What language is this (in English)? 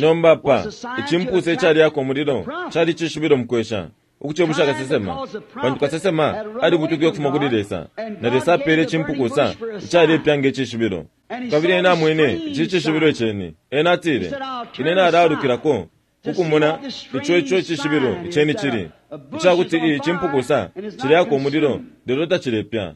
Bemba